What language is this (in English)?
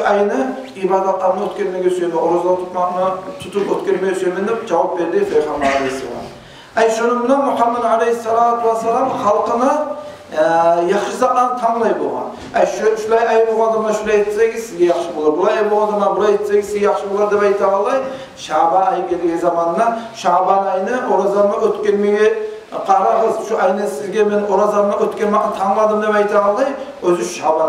Kumyk